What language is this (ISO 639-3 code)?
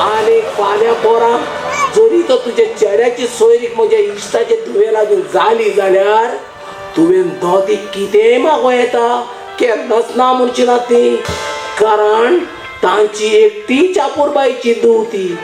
kok